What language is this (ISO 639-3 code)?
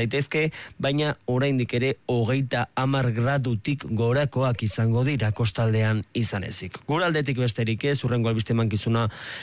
eus